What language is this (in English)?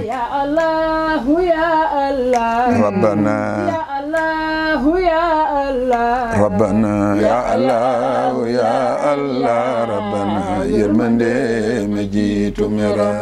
Wolof